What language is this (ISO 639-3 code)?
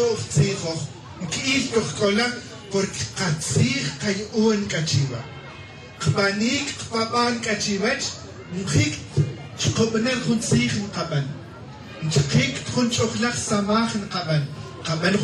tzj